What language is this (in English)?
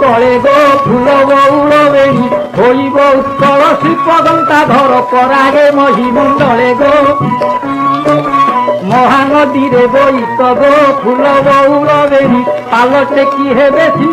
Odia